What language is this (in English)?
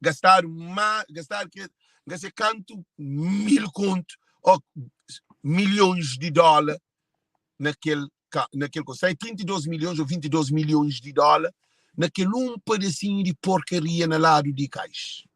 Kabuverdianu